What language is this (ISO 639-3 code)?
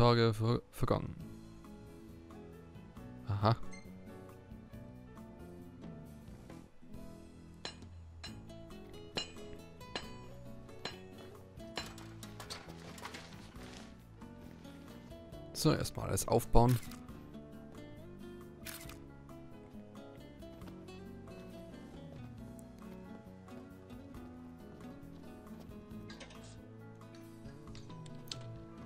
deu